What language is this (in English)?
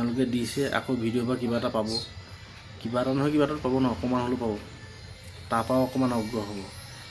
Assamese